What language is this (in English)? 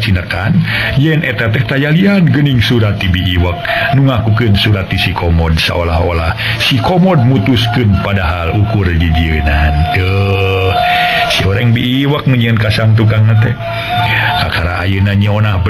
Sundanese